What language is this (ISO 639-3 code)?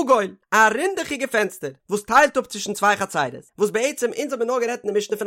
yid